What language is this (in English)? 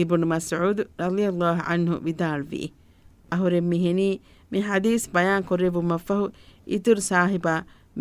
Divehi